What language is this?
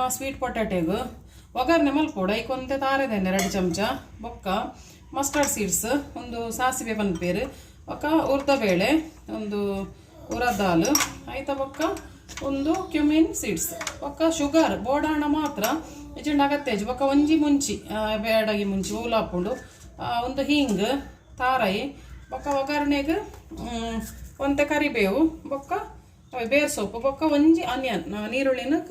Tulu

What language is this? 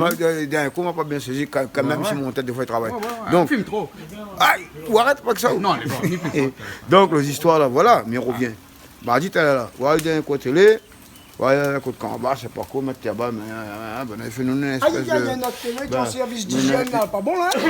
Réunion Creole French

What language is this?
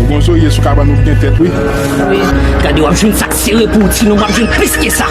Haitian Creole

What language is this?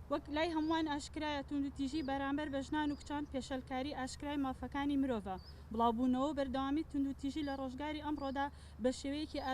Central Kurdish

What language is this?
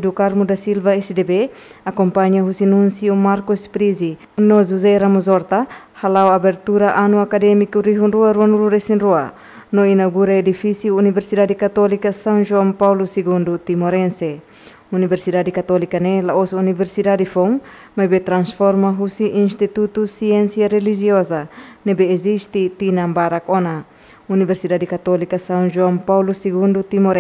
Tetum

